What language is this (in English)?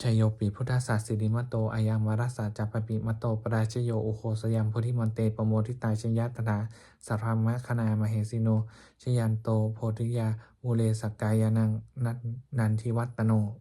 Pali